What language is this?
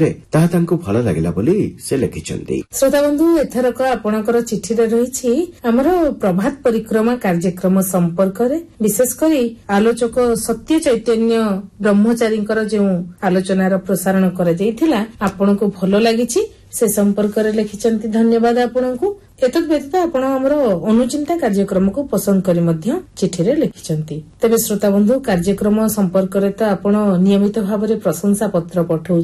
Odia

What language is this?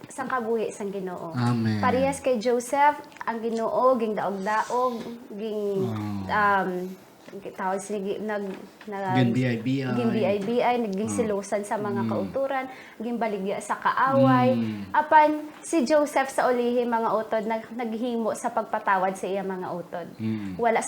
Hiligaynon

